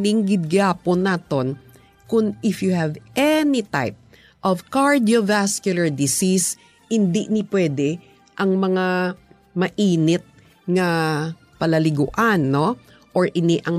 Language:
Hiligaynon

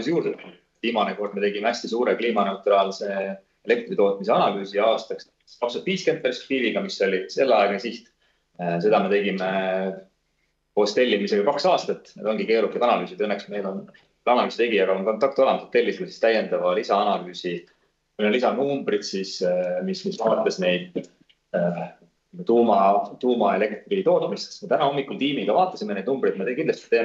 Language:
Estonian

